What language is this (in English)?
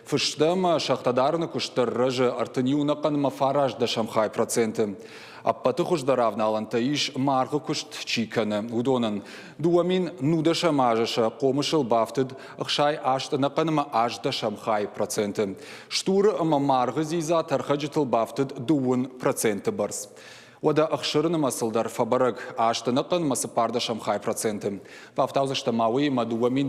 Ossetic